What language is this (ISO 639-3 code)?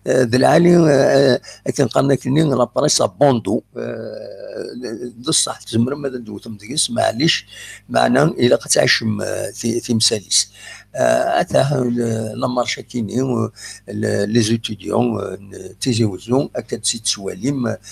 kab